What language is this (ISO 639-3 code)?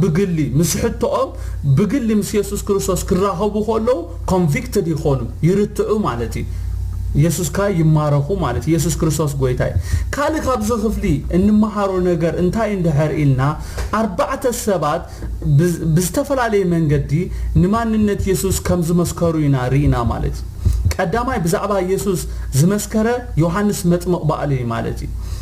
tir